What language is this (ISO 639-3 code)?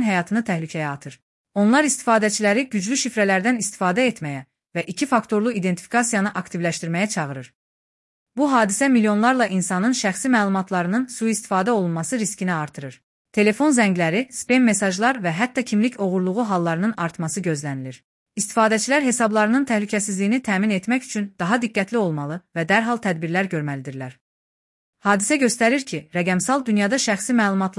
aze